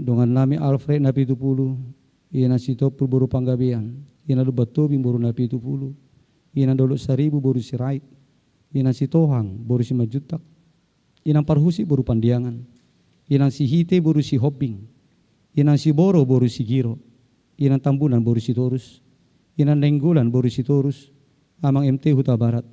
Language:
Batak Toba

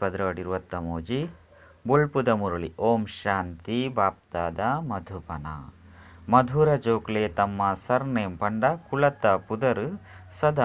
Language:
Tulu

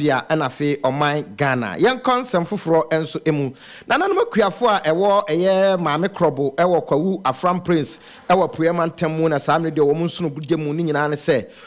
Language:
Akan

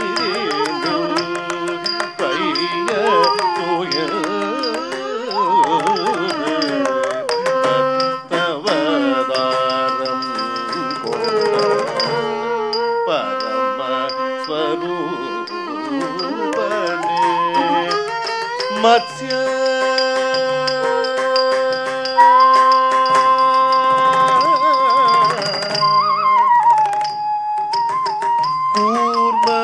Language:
Tamil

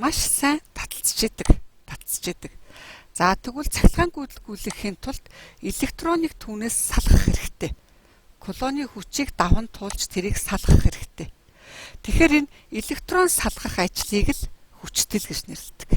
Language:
Mongolian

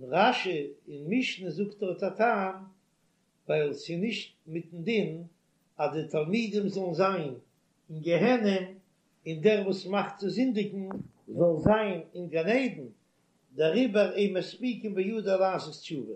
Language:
Yiddish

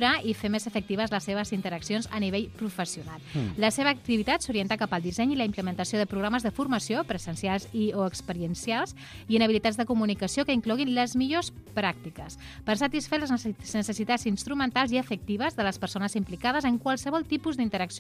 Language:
Catalan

